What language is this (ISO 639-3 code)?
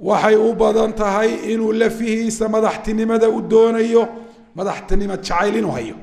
som